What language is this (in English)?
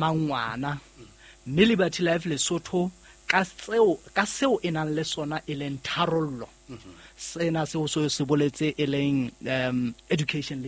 Southern Sotho